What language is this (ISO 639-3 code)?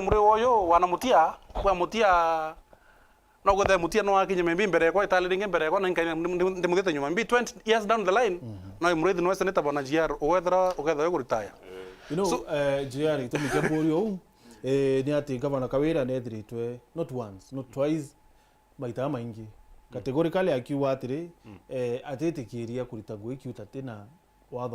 mer